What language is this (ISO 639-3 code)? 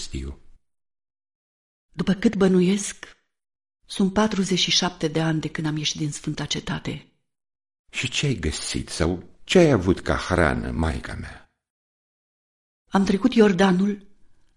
ron